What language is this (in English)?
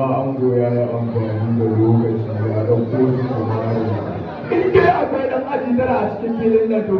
Hausa